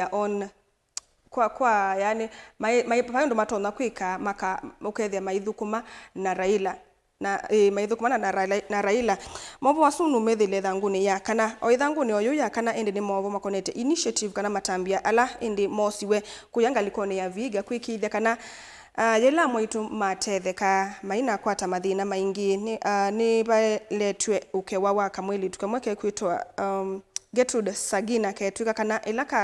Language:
Kamba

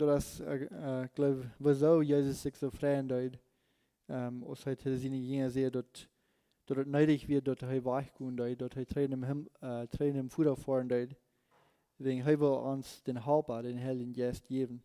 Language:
Plautdietsch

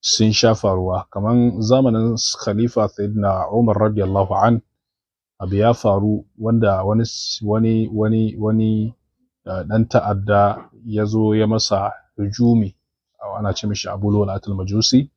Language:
Hausa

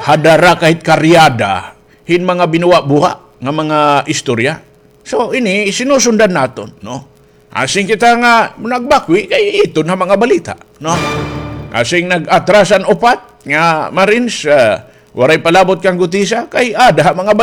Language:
Waray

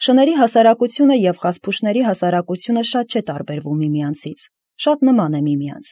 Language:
Armenian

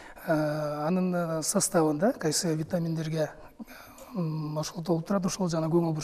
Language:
Kyrgyz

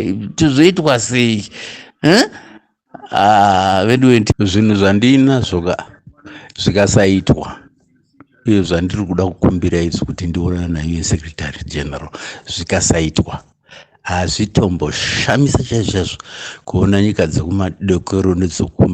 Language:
Shona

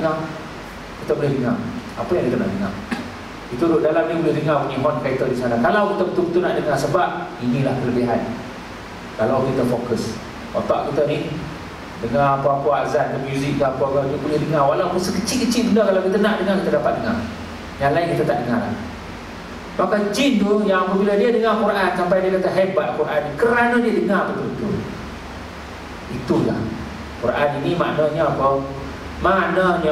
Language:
Malay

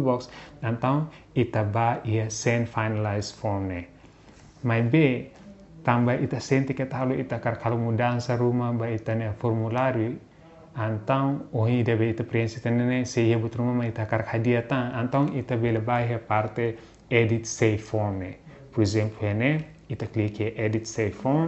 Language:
Tetum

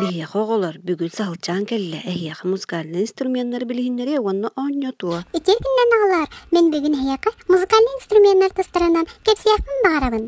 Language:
Yakut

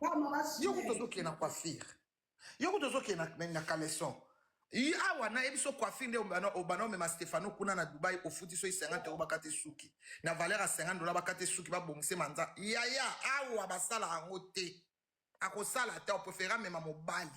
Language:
Lingala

